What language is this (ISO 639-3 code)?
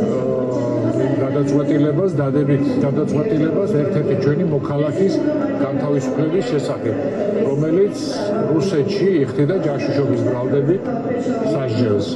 kat